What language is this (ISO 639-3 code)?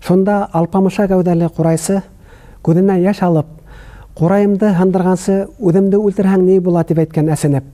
bak